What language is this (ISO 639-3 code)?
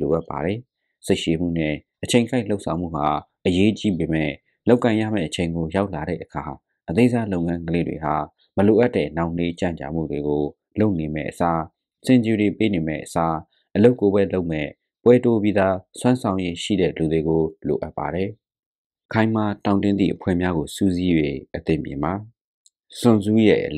mya